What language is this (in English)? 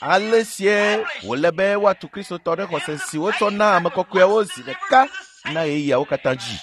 Ewe